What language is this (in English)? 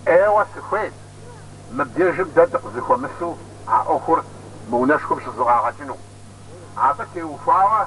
Kabardian